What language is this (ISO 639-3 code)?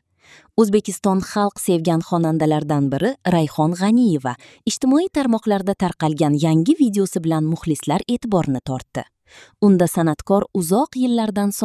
uzb